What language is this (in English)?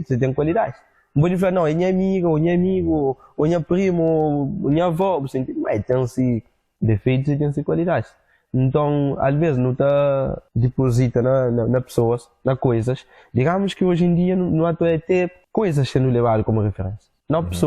Kabuverdianu